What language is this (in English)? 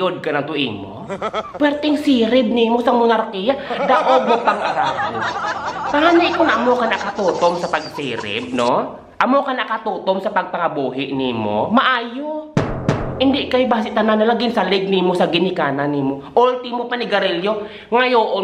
Hiligaynon